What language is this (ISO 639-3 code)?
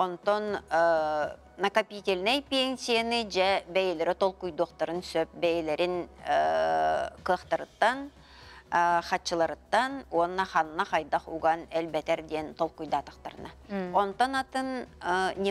sah